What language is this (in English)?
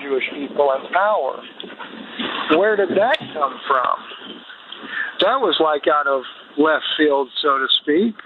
English